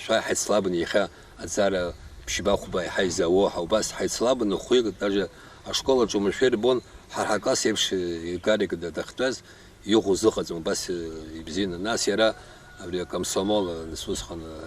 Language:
Abkhazian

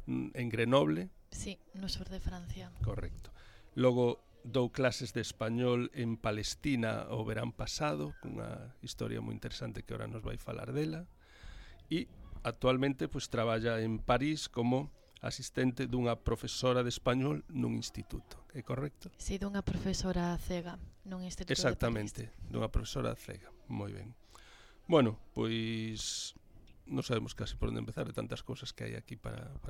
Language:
Galician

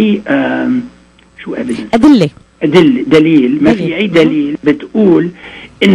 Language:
North Levantine Arabic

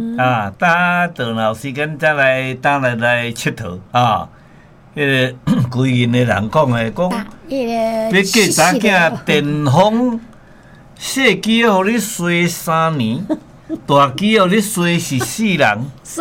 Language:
Min Nan Chinese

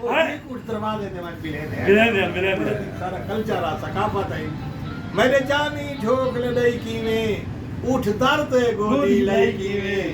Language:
Saraiki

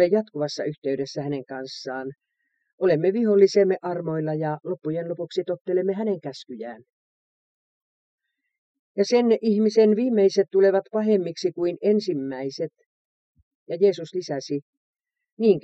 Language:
Finnish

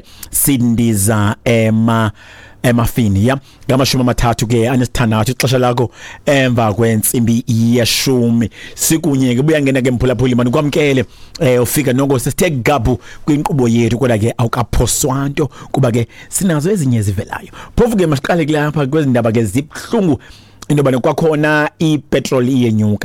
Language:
Xhosa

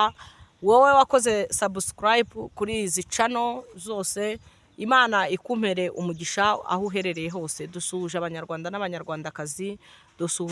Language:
Kinyarwanda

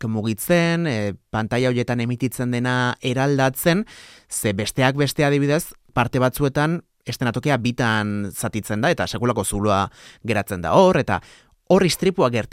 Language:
Basque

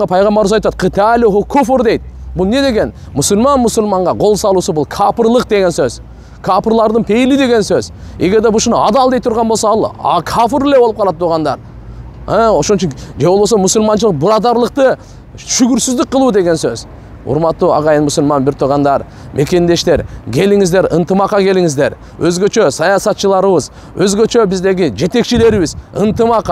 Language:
Kyrgyz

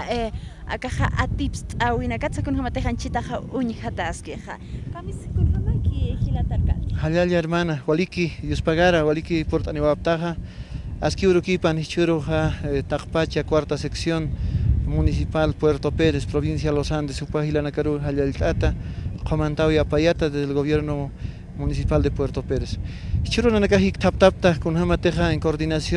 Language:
Aymara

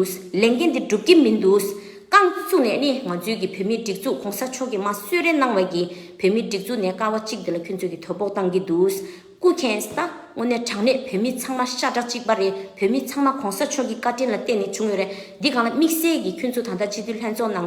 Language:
Tibetan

